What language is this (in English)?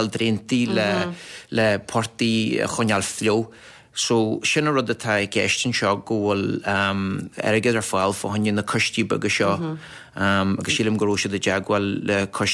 Irish